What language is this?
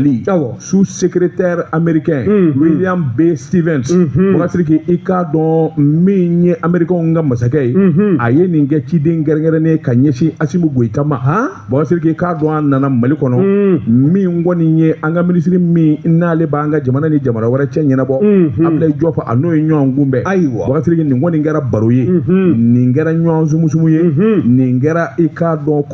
Bambara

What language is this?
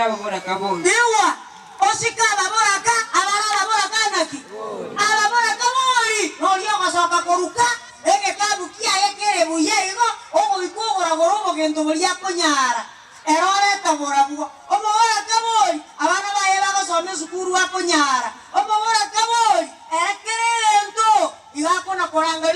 Gusii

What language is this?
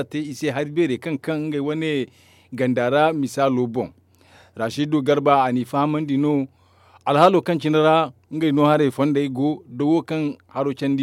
Zarma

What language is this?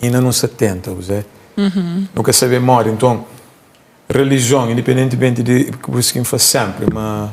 Kabuverdianu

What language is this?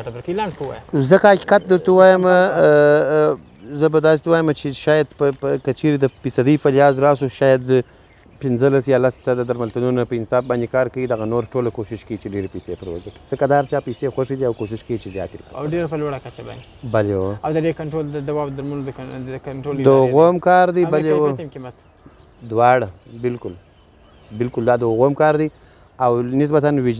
Pashto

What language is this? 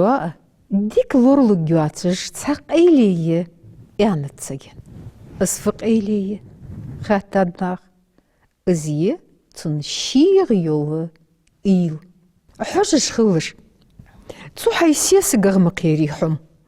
Ingush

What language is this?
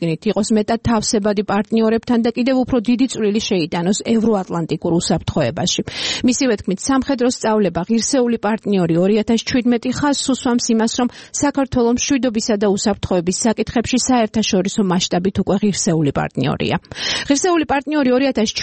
Georgian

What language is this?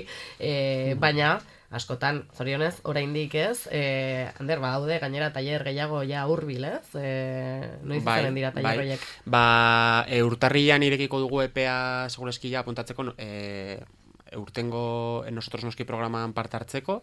Basque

